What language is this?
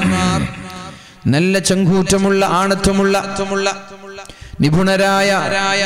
Malayalam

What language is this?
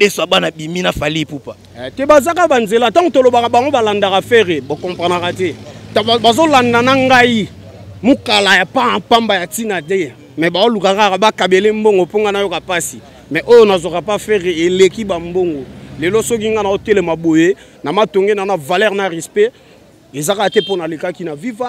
Lingala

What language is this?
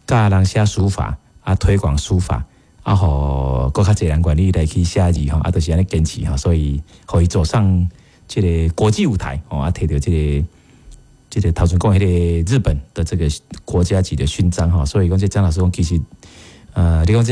Min Nan Chinese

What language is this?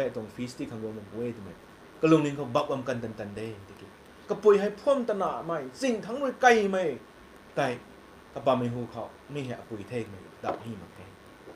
Rongmei Naga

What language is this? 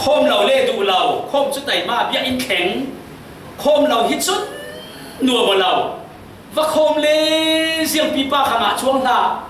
Falam Chin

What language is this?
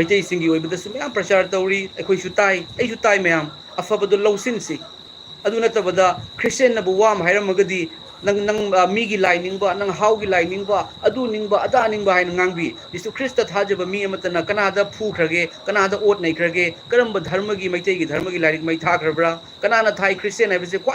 Manipuri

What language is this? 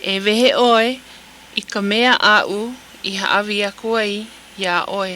Hawaiian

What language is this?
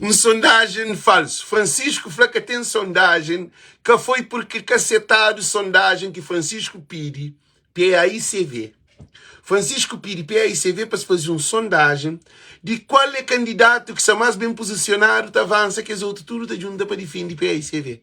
Kabuverdianu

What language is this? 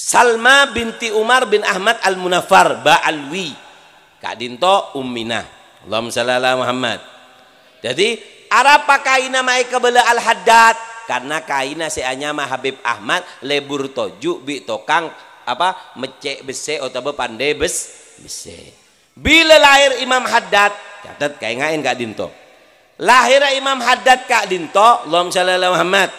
Madurese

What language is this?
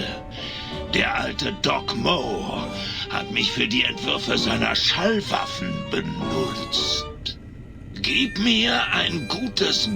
Bavarian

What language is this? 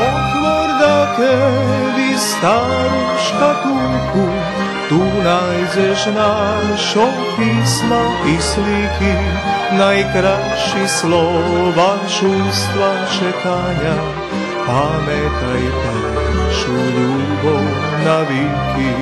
Rusyn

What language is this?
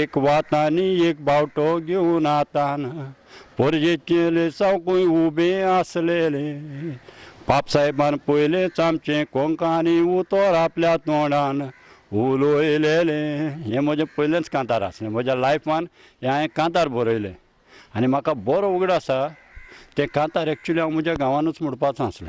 Konkani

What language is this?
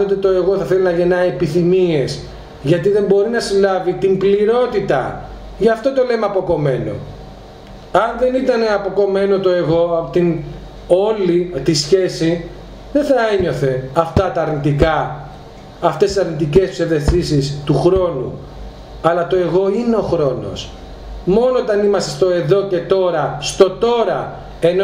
Greek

